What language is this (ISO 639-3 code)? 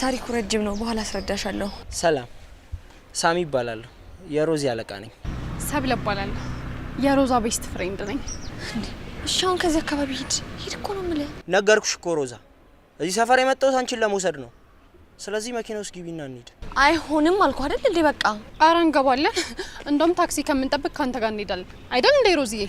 amh